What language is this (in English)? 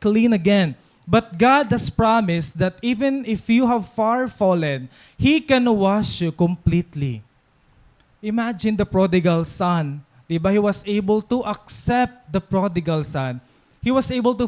Waray